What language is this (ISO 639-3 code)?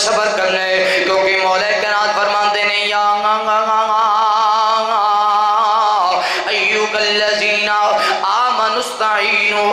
lah